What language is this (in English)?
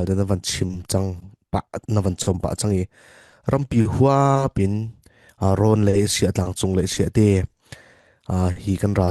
Falam Chin